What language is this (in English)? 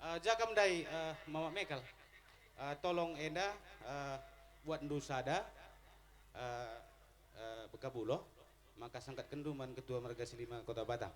Batak Karo